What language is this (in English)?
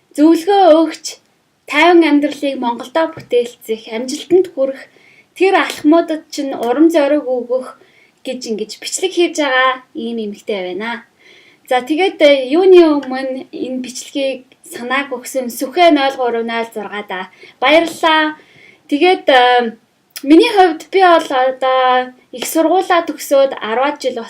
Mongolian